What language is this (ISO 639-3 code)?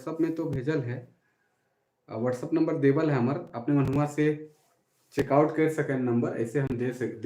sck